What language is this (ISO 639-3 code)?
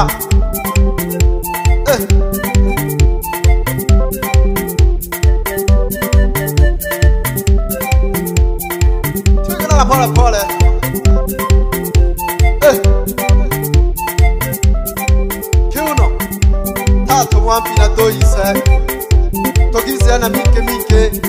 swa